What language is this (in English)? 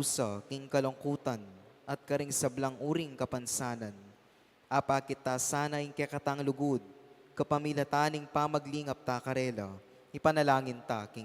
Pampanga